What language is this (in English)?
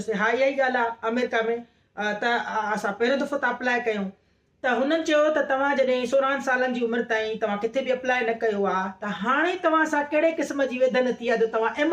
Sindhi